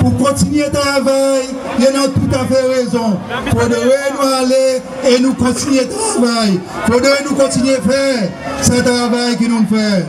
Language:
Seselwa Creole French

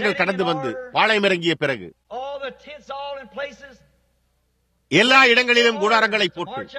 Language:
Tamil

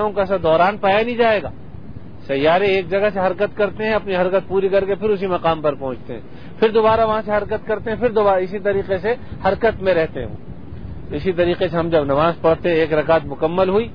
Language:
Urdu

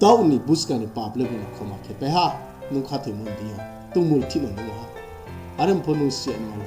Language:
Riang (India)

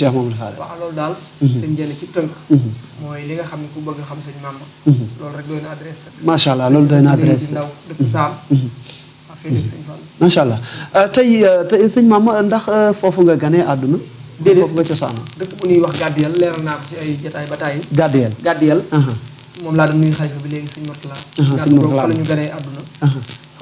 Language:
Wolof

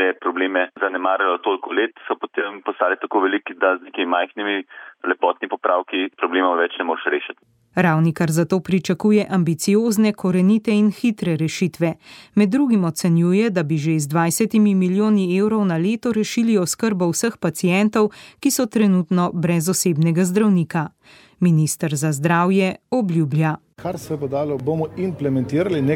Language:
Slovenian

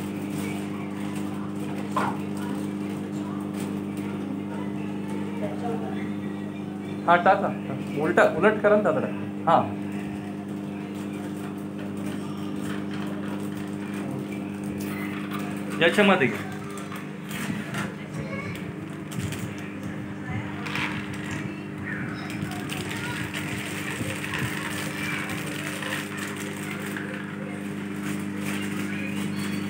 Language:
Marathi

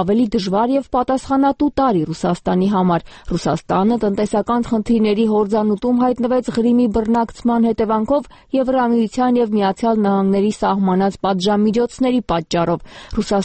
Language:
Armenian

